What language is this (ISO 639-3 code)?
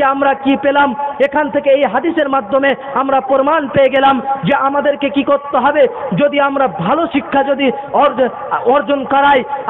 ben